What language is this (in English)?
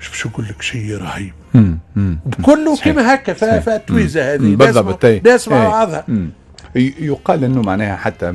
Tunisian Arabic